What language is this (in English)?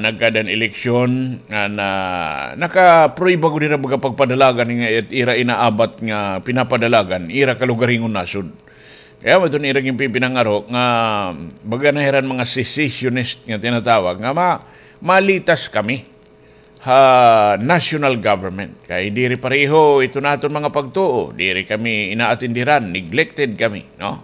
Waray